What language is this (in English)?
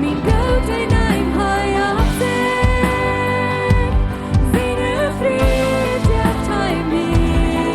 Plautdietsch